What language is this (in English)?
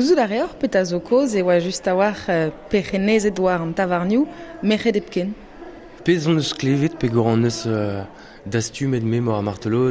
Breton